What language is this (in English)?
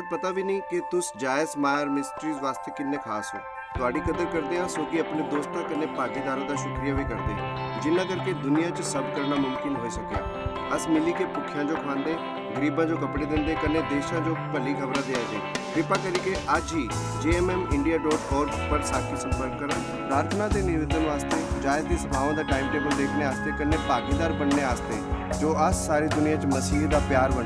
Dogri